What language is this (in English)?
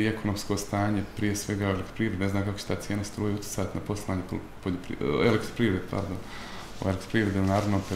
Bosnian